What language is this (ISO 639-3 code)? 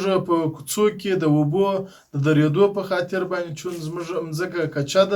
pus